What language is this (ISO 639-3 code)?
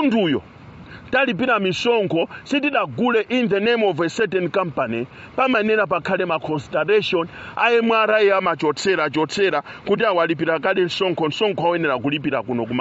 nya